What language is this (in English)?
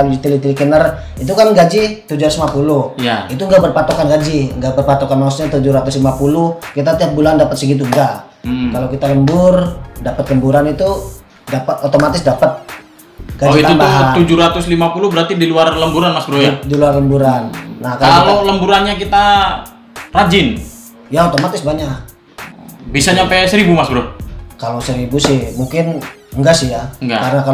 Indonesian